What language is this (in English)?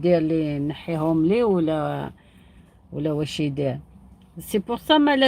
Algerian Arabic